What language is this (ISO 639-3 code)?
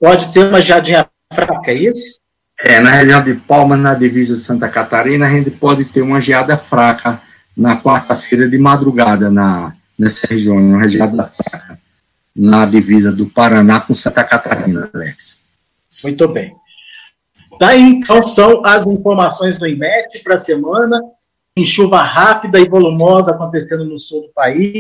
por